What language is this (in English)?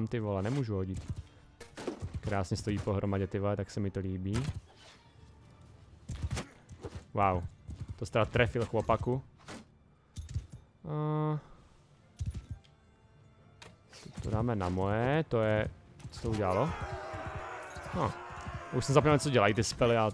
Czech